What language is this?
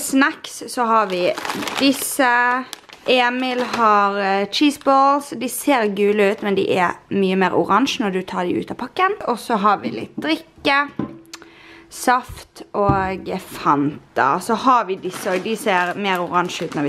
Norwegian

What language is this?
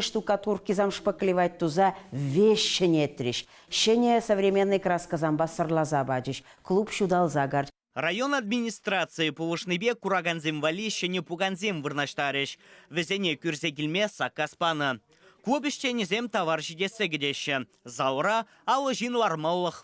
Chuvash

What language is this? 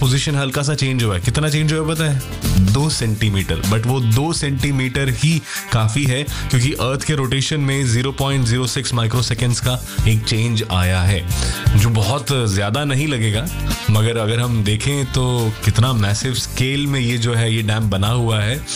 Hindi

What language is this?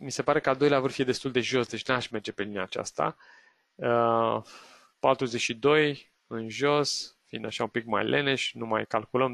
Romanian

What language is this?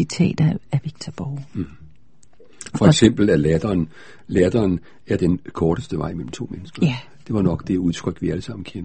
Danish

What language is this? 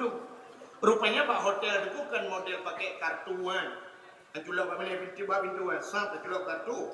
Achinese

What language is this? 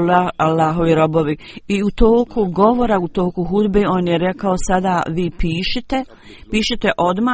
Bosnian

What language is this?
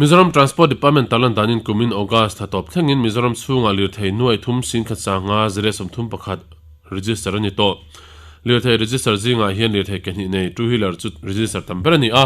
Mizo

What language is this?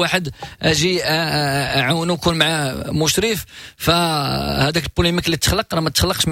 Moroccan Arabic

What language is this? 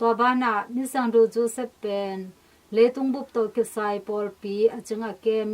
Tedim Chin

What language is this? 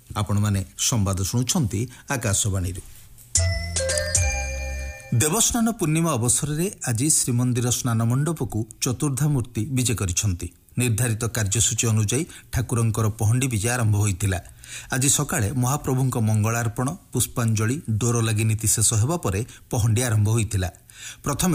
Odia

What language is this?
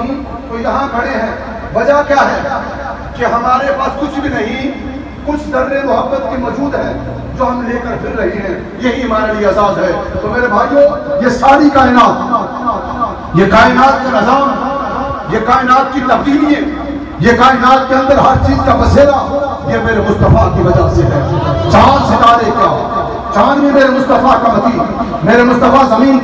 Urdu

